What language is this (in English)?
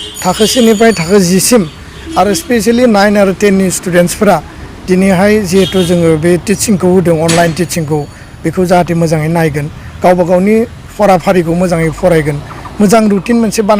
Bodo